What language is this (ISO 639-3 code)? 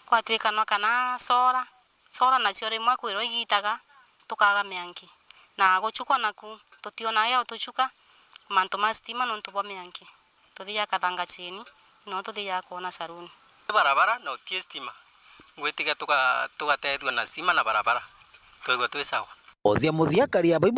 mer